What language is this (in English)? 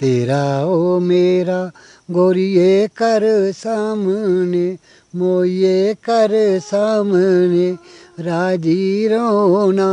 Dogri